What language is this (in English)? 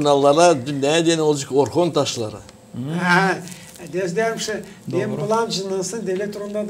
Gagauz